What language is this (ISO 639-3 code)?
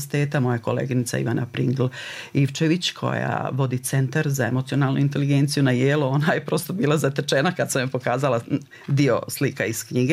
hrv